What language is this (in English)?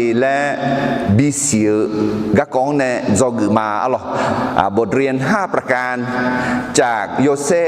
Akha